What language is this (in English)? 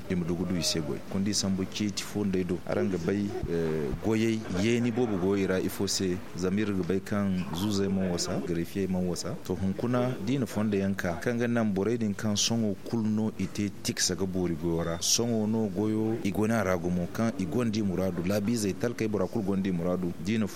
Zarma